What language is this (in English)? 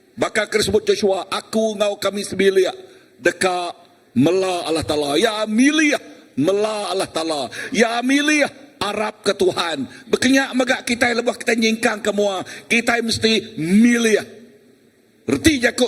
Iban